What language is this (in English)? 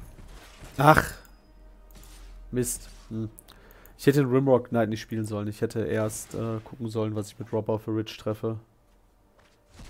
German